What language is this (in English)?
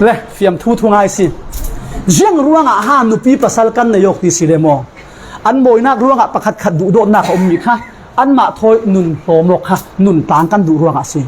Falam Chin